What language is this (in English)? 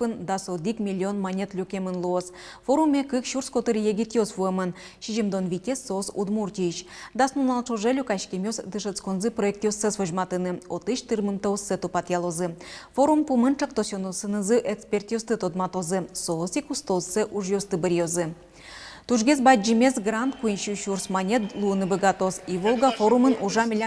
Udmurt